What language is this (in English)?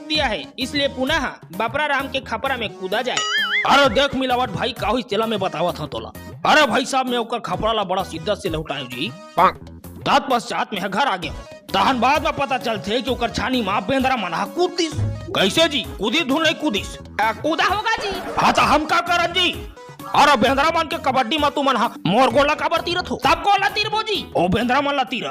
Chhattisgarhi